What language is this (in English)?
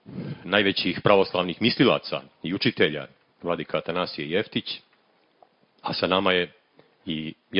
Serbian